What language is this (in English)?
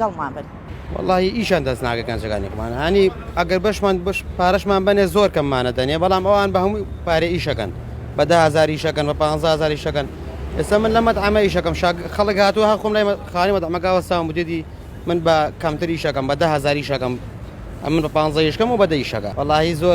Central Kurdish